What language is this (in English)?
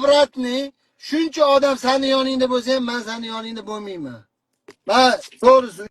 Uzbek